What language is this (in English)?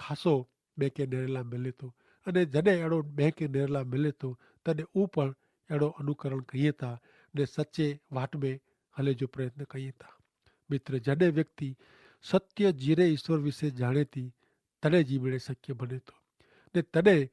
Kachhi